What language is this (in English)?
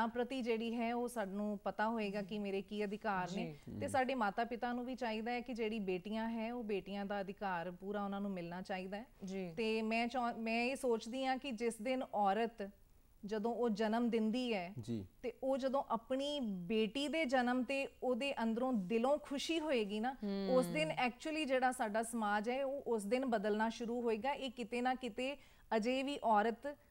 Punjabi